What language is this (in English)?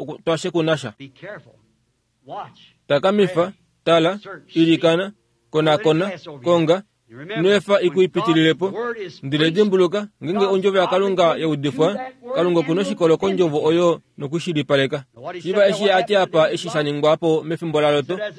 Kuanyama